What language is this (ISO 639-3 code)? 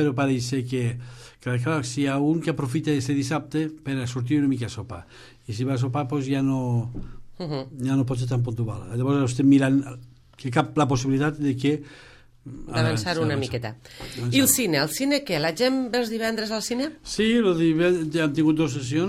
cat